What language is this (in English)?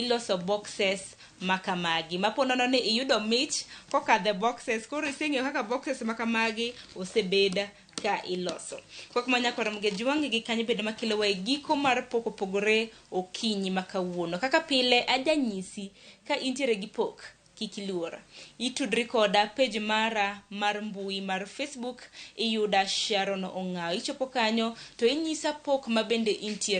Luo (Kenya and Tanzania)